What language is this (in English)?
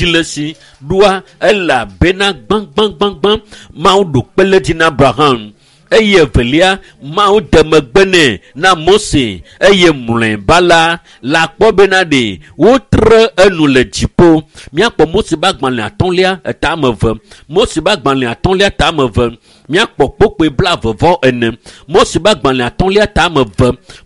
Ewe